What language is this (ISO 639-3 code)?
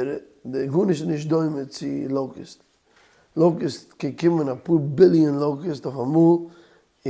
yid